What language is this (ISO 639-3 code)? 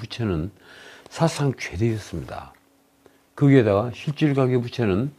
kor